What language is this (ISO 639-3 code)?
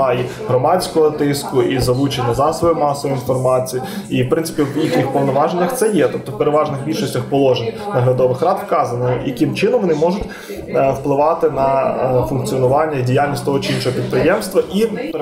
ukr